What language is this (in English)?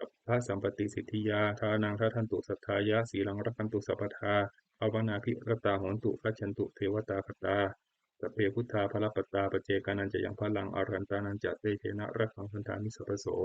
Pali